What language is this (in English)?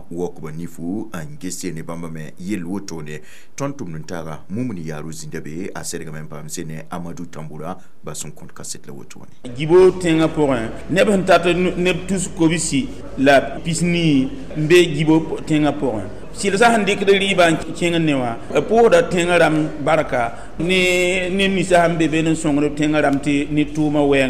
Mossi